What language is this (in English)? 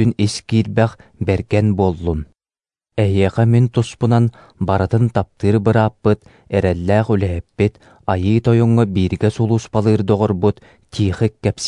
Yakut